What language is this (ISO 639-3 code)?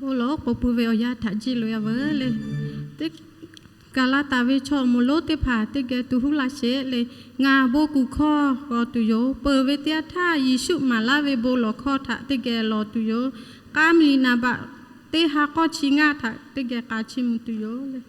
lhu